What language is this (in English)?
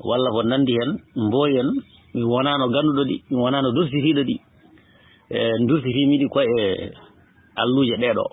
Fula